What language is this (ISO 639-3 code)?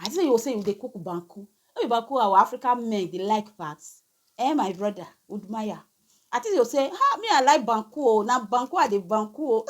pcm